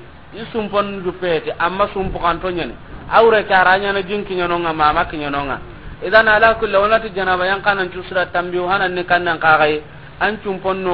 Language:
Soninke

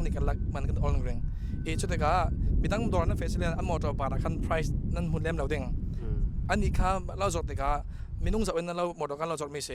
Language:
Hakha Chin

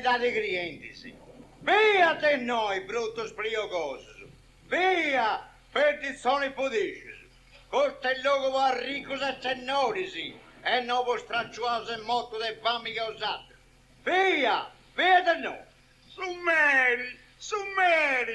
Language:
Sardinian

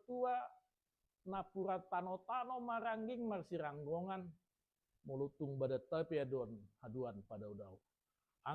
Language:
Batak Toba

